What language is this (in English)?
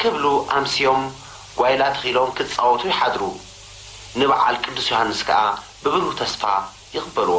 Tigrinya